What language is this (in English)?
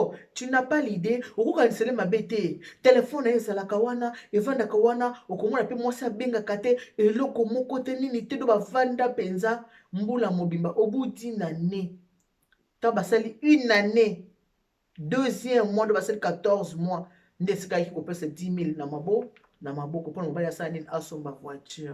Lingala